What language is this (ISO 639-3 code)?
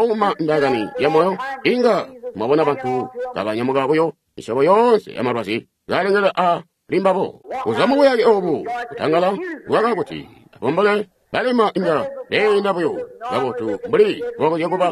toi